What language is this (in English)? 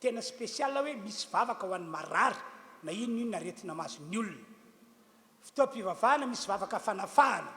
Malagasy